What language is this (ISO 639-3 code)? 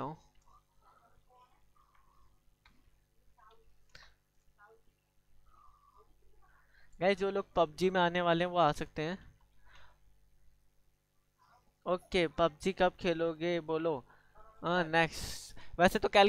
hin